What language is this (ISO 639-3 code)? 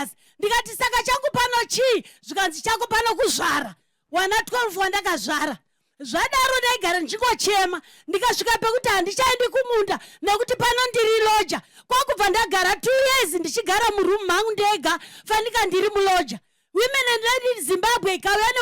sna